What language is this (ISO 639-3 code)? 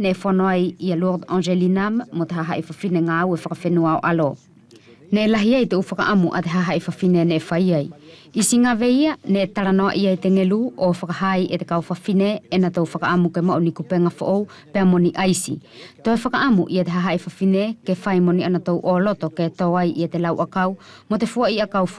wls